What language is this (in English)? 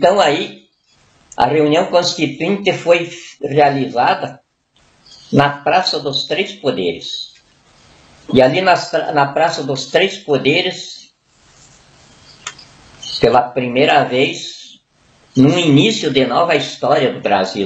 Portuguese